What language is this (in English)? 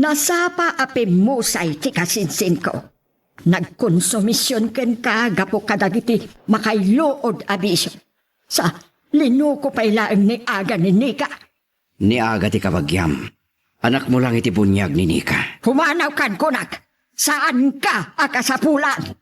Iloko